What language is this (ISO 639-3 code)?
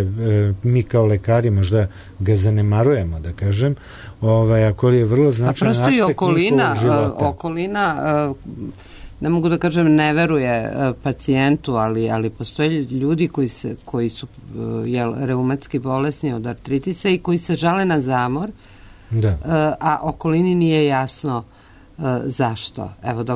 srp